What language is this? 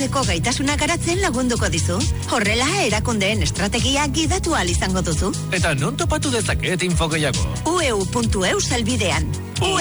Basque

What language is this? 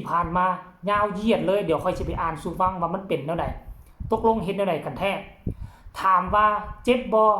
Northeastern Thai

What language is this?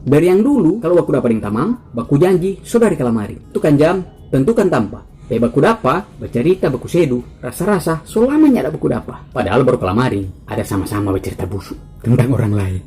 Manado Malay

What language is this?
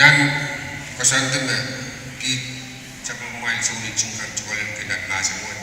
Pohnpeian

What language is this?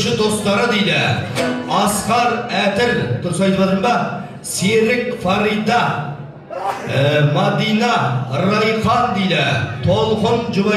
Kazakh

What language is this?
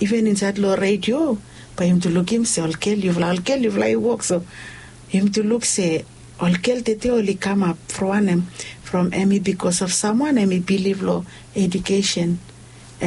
Bislama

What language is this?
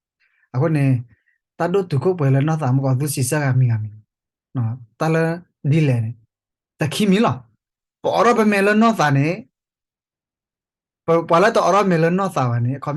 S'gaw Karen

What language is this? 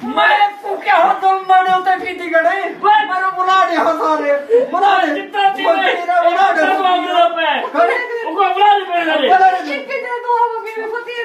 Saraiki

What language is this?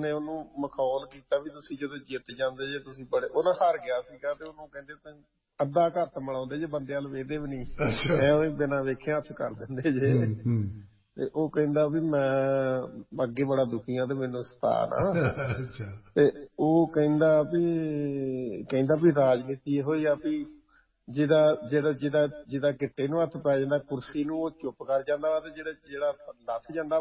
Punjabi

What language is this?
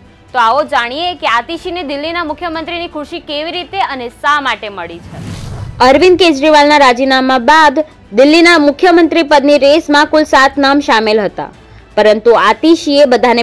Gujarati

